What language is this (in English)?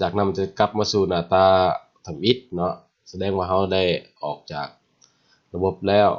Lao